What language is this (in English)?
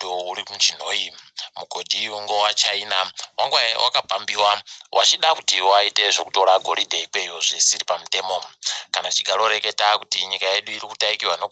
Ndau